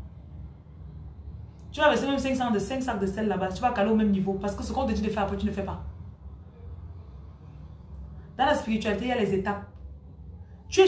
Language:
French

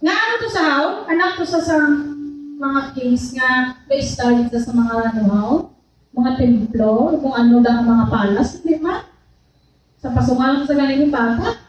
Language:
Hiligaynon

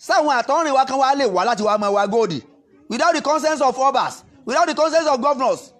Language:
Yoruba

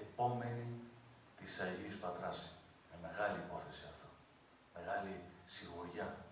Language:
Greek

